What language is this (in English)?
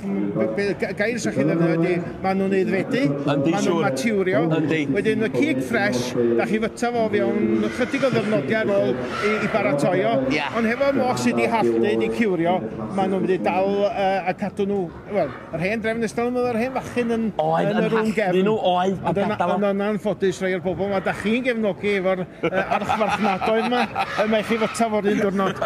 Welsh